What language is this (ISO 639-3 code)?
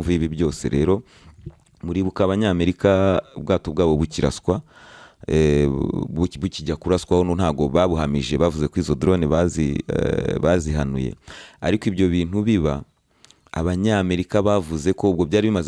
kin